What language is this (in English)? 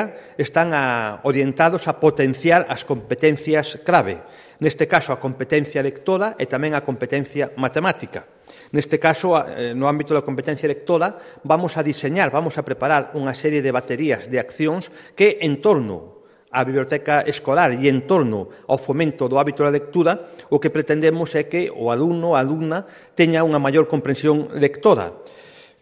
Galician